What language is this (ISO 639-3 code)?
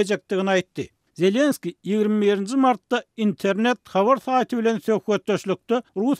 tuk